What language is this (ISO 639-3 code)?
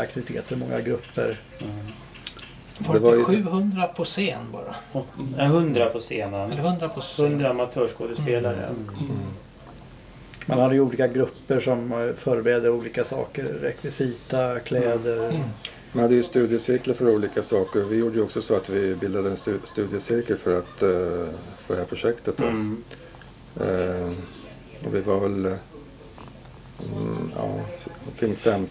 swe